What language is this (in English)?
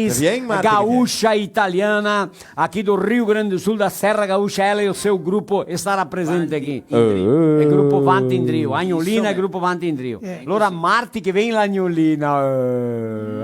Venetian